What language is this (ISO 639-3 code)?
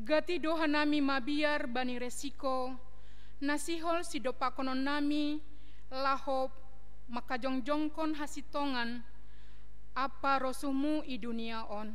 bts